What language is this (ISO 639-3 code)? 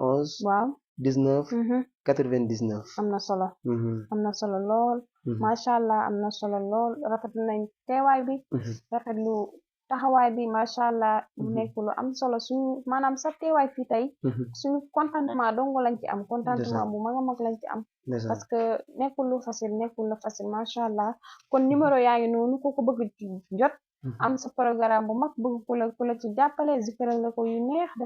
wol